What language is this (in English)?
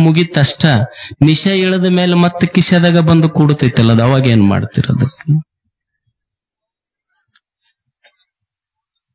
Kannada